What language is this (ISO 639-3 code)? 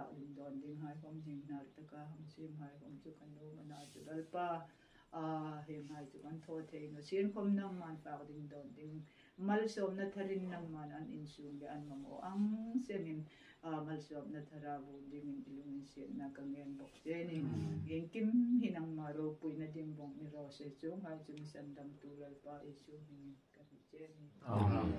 hmr